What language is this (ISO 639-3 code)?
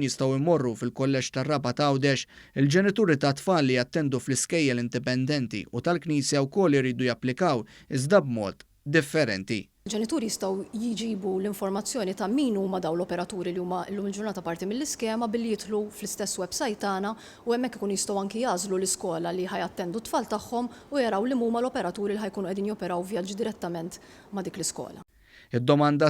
mlt